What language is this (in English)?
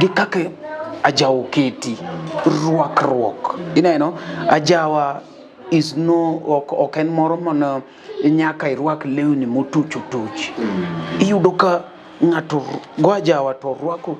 Luo (Kenya and Tanzania)